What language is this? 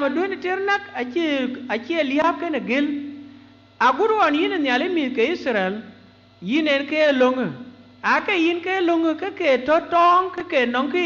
Dinka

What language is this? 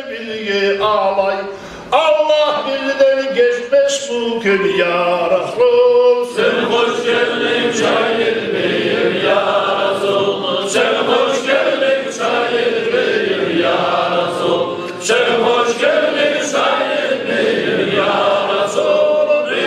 Kumyk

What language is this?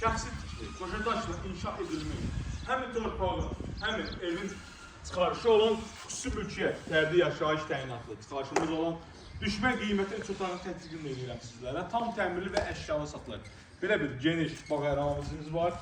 Azerbaijani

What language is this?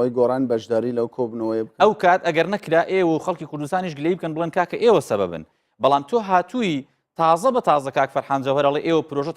Central Kurdish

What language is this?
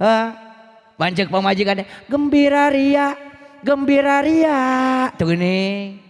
Sundanese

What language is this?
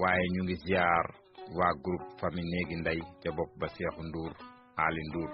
Wolof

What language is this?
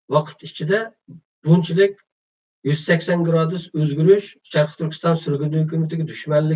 Uyghur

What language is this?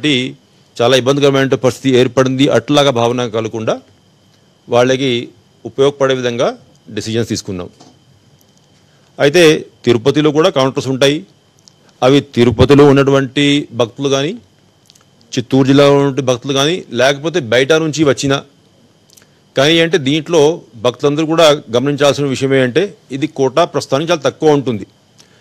Telugu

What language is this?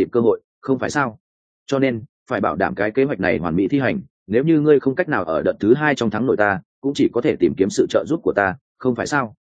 Vietnamese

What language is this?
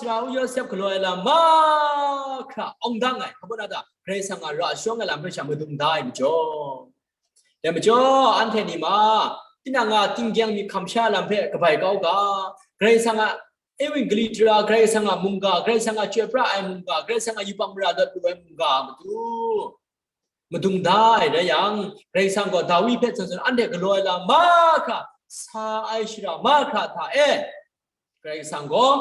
Kachin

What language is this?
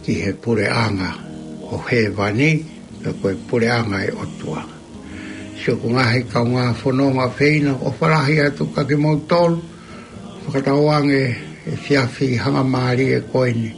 Tongan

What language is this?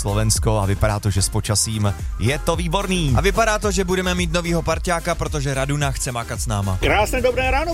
Czech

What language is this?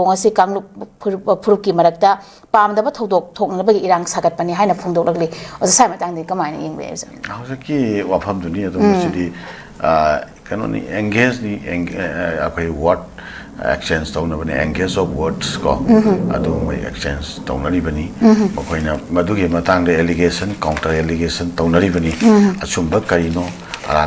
Manipuri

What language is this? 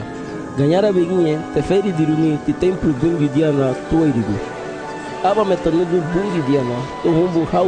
Garifuna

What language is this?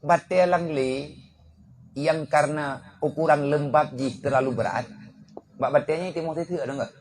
Achinese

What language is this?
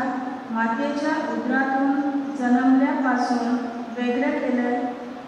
Konkani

